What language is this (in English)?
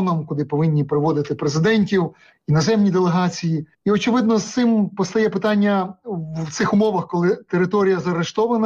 Ukrainian